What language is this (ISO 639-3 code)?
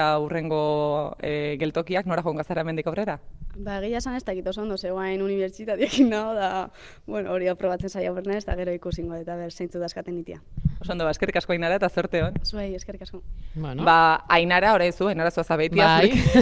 eus